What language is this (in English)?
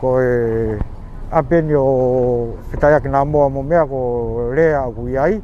Tongan